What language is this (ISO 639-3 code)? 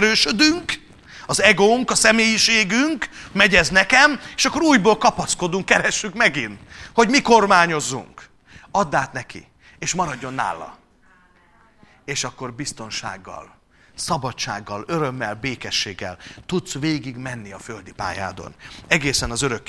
hun